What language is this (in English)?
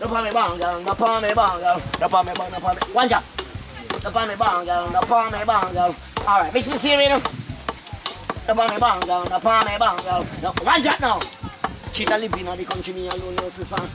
Jamaican Creole English